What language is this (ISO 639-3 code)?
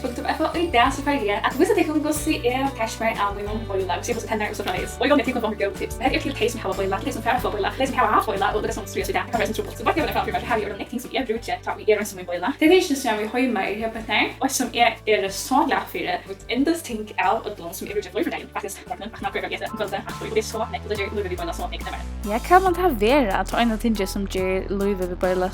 fao